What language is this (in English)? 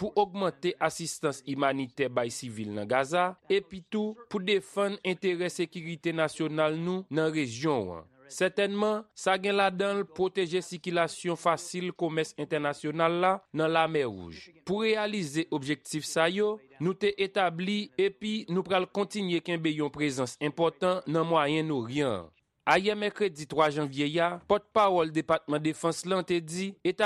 Haitian Creole